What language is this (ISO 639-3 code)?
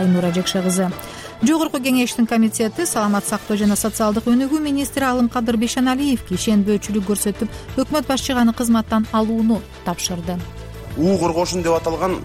kir